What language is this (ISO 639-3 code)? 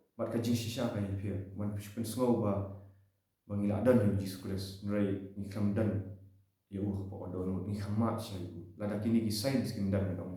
kha